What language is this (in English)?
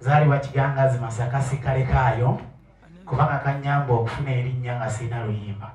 Ganda